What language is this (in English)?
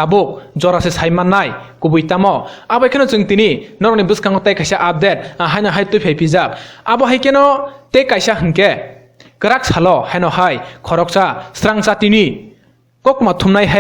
Kok Borok